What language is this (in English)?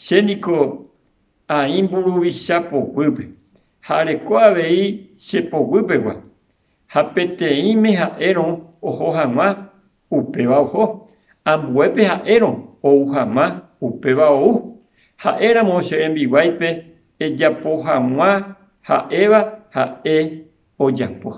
Guarani